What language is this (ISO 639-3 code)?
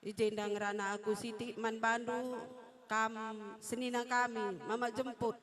btx